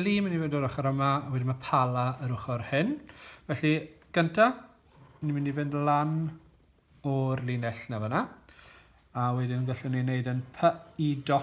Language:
Welsh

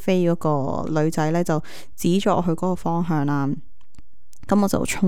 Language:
Cantonese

